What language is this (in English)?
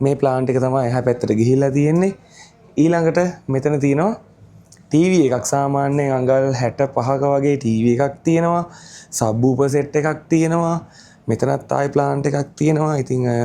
Sinhala